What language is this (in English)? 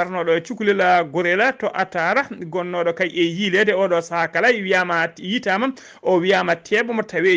Fula